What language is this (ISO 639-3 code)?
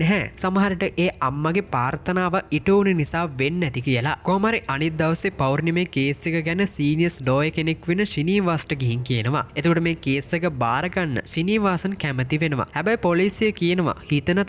sin